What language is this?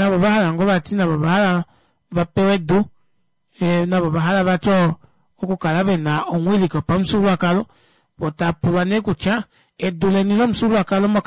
Kuanyama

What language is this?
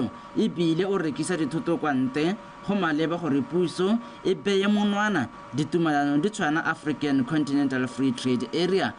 Tswana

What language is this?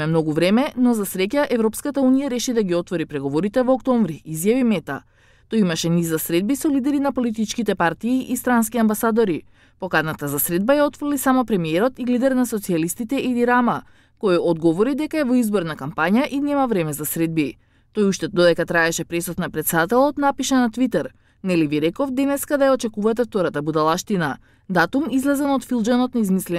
Macedonian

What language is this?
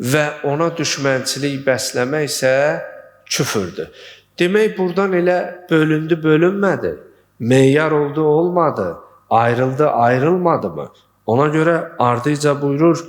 Azerbaijani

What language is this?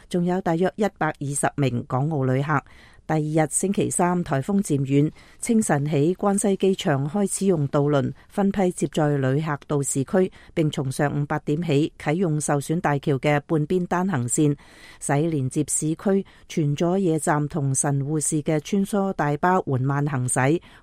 Cantonese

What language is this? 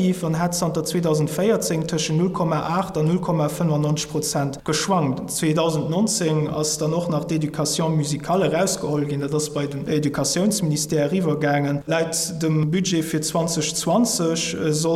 Luxembourgish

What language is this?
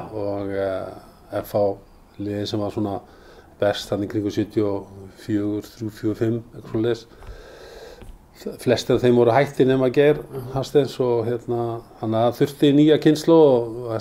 Icelandic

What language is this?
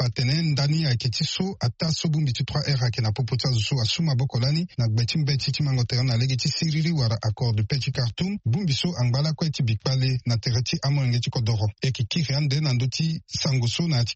Sango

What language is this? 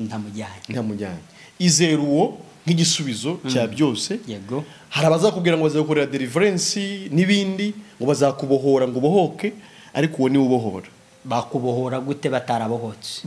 Kinyarwanda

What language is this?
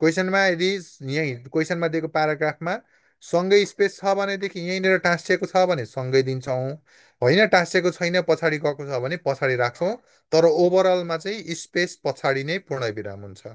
Nepali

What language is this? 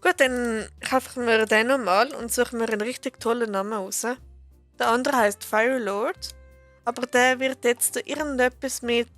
Swiss German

